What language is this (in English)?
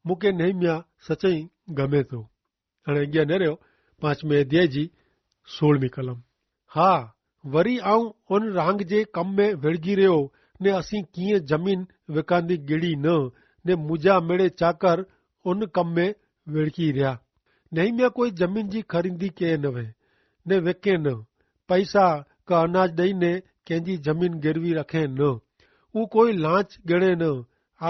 Kachhi